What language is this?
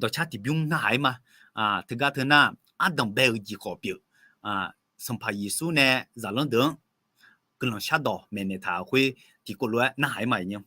Akha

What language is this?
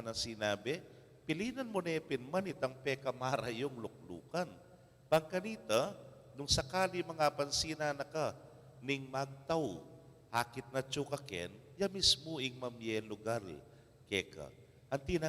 Pampanga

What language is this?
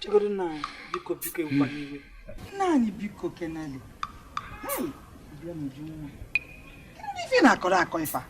Igbo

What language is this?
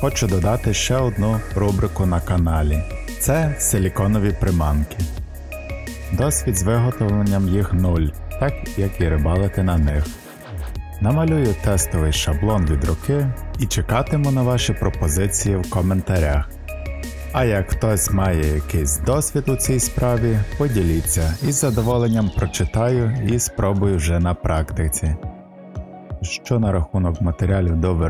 Ukrainian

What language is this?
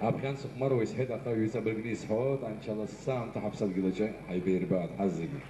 Abkhazian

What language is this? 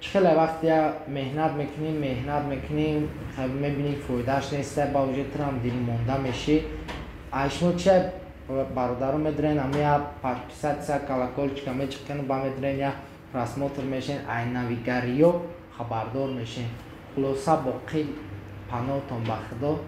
Tajik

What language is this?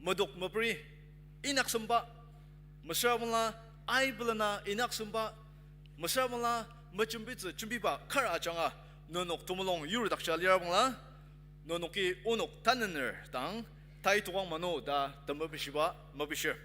Ao Naga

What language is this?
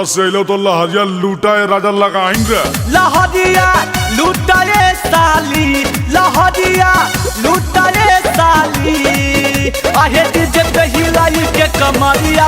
Magahi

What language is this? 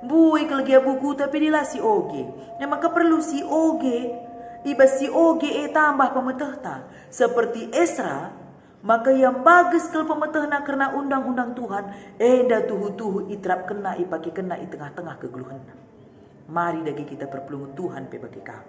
Batak Karo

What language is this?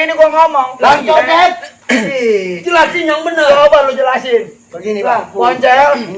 Betawi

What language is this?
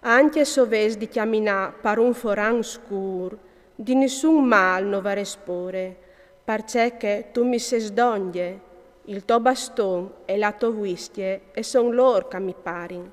Friulian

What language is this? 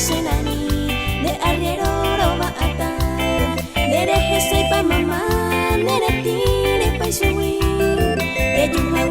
Guarani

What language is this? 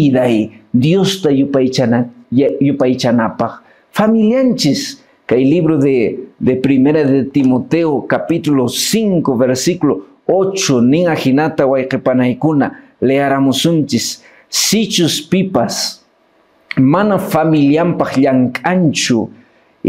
Quechua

